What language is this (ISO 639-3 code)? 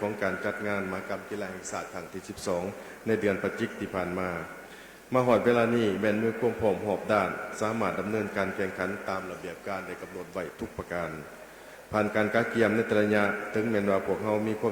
lao